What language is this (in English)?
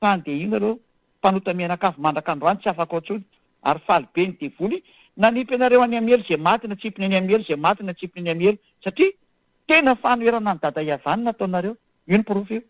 Malagasy